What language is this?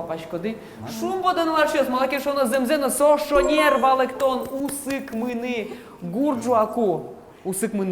Udmurt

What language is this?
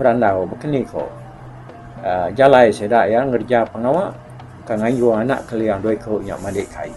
Iban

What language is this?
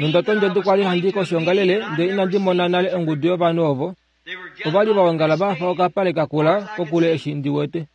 Kuanyama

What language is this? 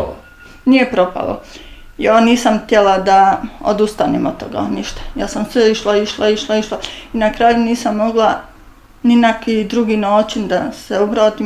Bosnian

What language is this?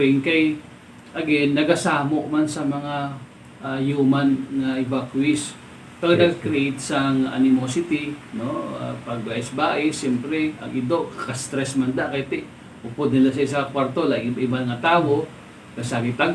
Hiligaynon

